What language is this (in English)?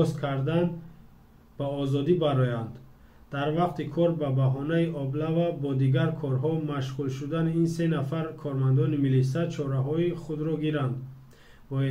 Tajik